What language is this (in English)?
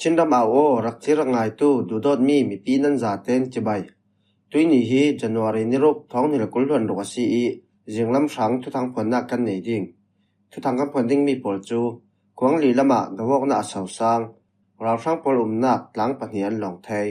Falam Chin